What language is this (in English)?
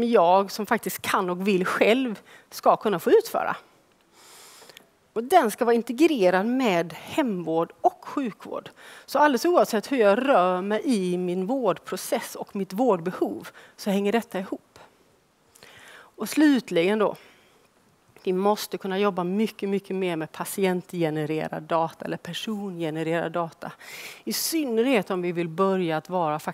Swedish